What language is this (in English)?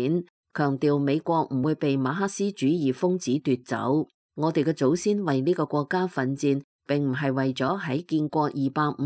Cantonese